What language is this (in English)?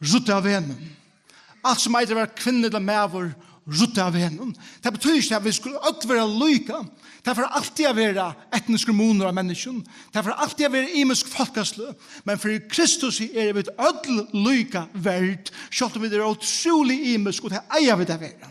Faroese